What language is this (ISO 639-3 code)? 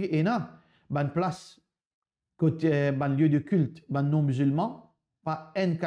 mfe